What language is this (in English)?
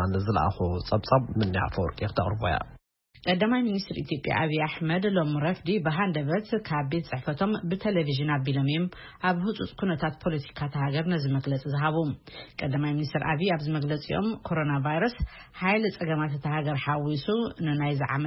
Tigrinya